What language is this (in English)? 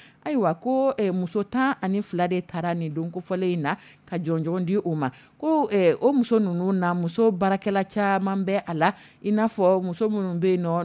Dyula